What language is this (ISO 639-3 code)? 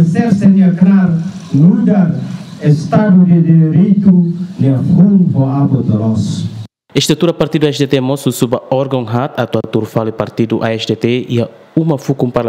tet